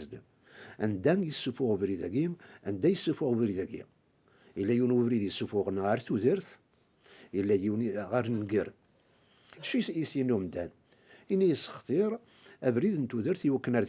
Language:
Kabyle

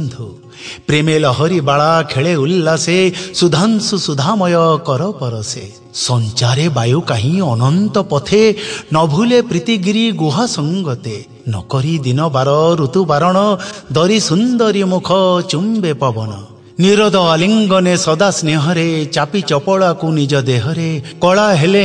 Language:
Odia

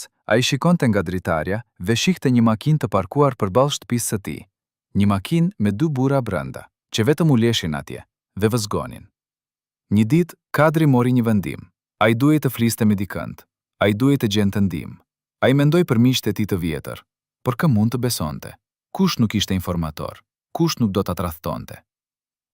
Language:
Albanian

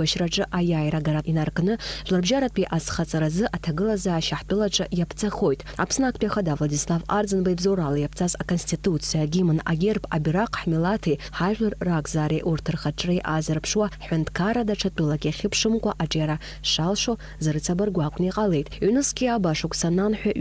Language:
Abkhazian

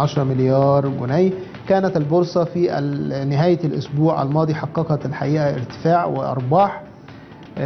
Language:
Egyptian Arabic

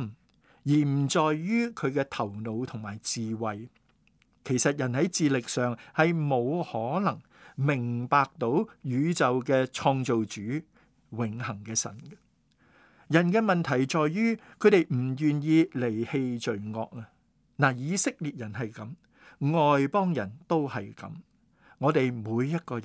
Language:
Cantonese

